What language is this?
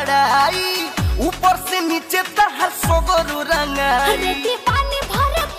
Bhojpuri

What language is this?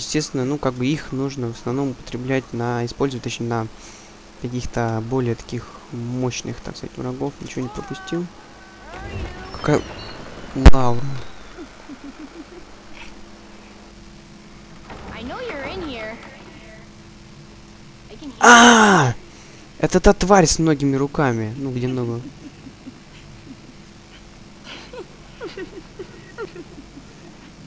Russian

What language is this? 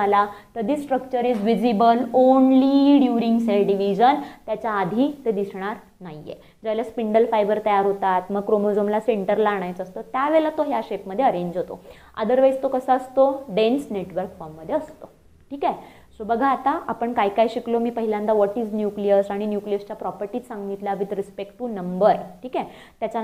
Marathi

